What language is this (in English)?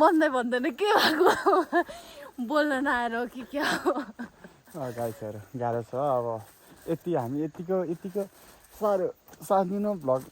Nepali